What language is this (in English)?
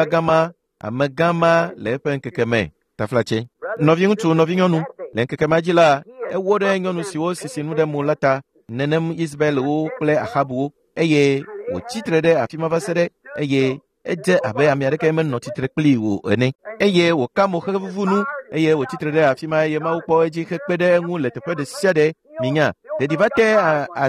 Ewe